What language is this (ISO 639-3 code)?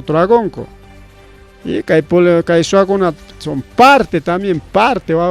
quy